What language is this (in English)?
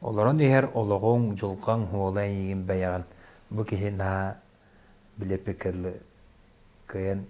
Yakut